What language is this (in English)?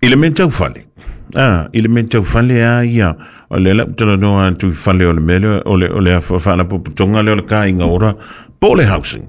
Samoan